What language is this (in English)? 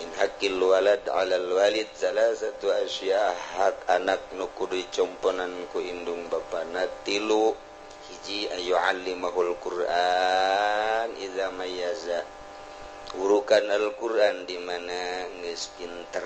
Sundanese